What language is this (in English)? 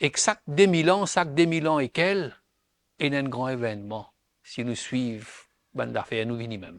Morisyen